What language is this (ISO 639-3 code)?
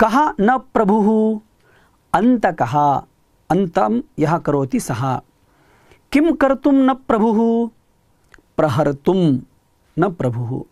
san